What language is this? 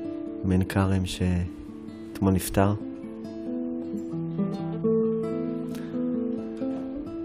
Hebrew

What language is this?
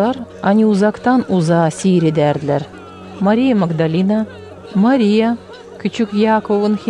Gagauz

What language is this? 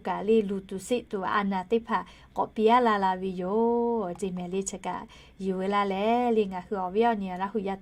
Lahu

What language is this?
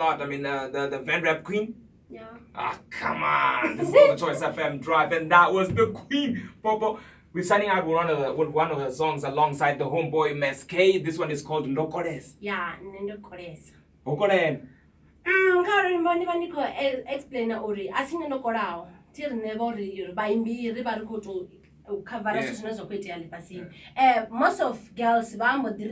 Venda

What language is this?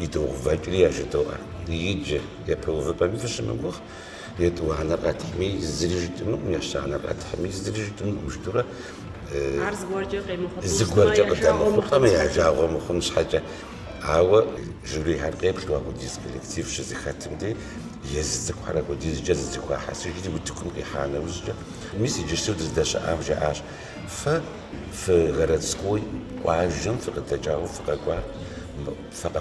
Kabardian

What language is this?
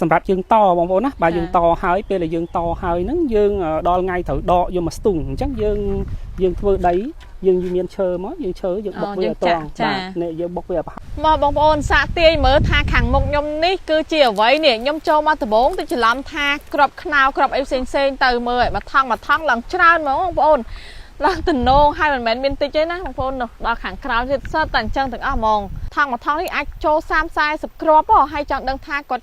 Khmer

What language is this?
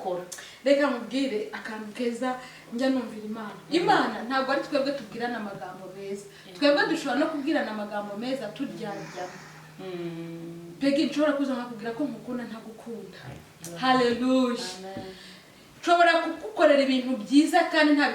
Kinyarwanda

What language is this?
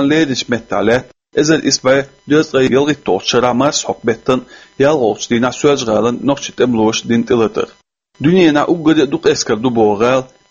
Chechen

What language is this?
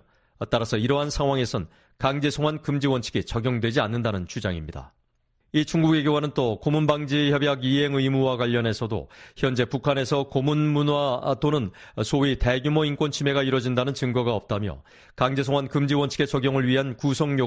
Korean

